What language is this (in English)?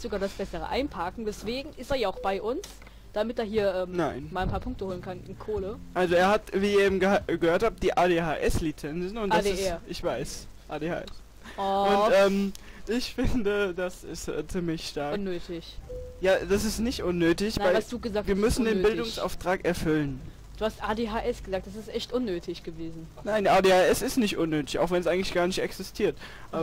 German